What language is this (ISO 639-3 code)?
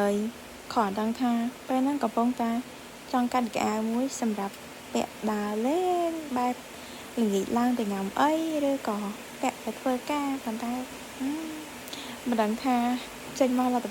khm